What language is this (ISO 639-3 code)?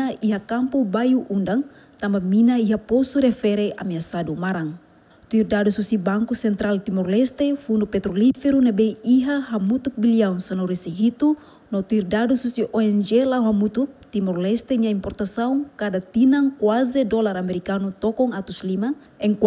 tet